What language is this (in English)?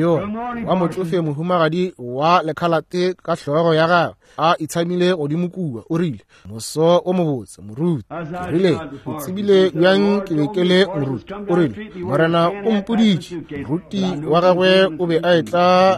Northern Sotho